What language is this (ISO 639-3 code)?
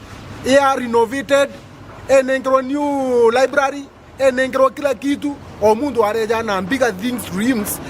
mer